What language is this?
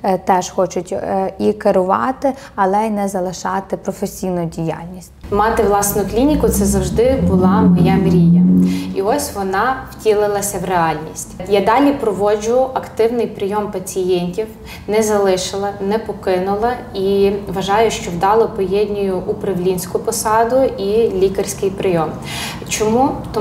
Ukrainian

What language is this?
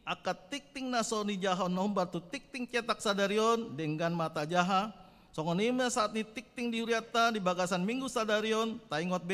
Batak Toba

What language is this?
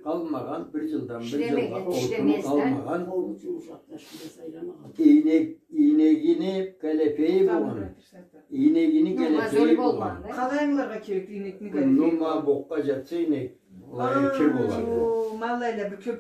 Karachay-Balkar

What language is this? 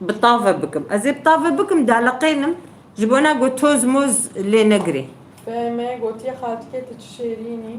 Kurdish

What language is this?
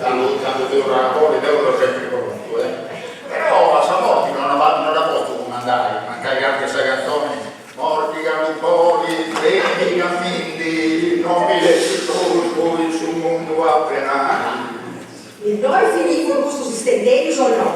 Sardinian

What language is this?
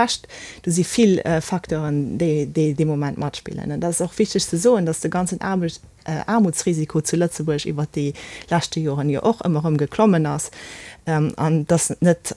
Luxembourgish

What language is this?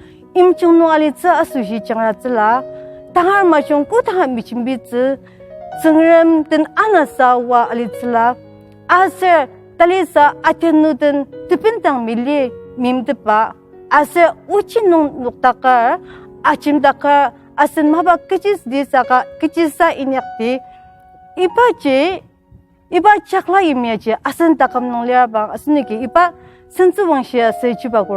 Ao Naga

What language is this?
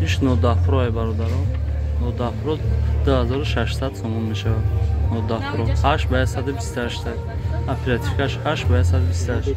Tajik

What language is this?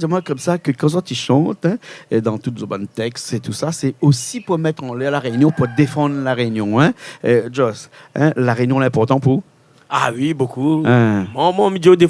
Réunion Creole French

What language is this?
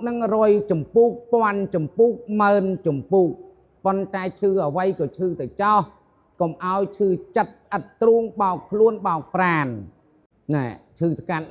Khmer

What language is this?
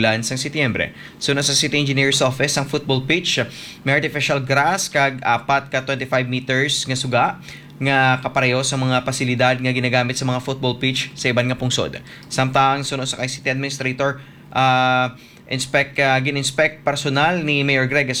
Hiligaynon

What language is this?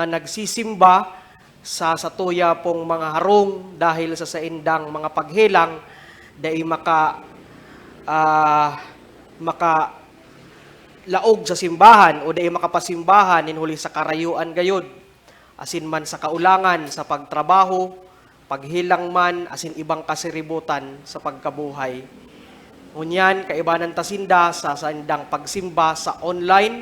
Bikol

